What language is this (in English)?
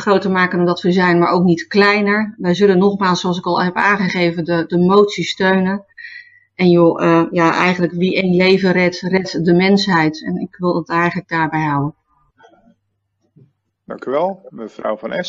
Dutch